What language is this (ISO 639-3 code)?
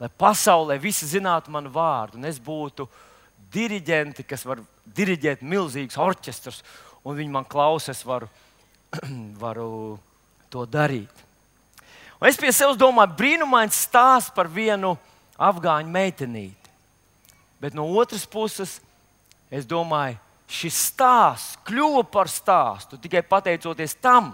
lav